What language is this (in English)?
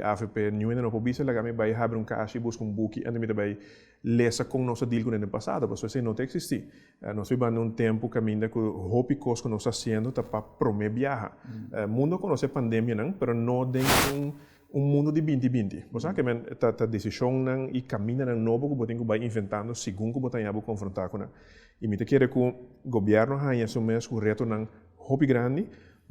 Papiamento